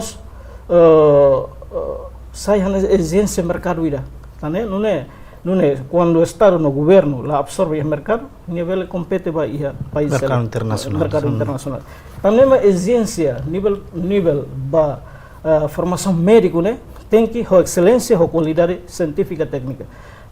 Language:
Tetum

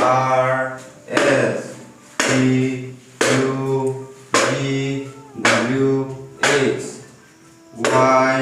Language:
Riang (India)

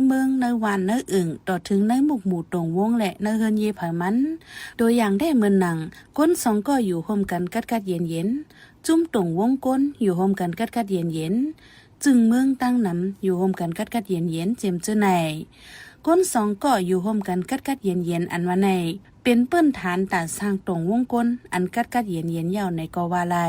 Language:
Shan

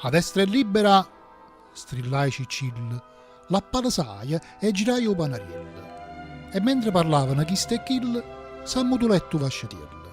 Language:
Neapolitan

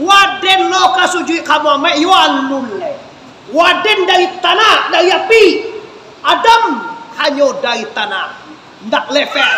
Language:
Minangkabau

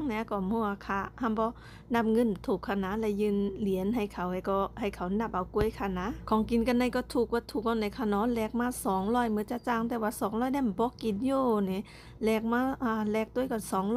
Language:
Shan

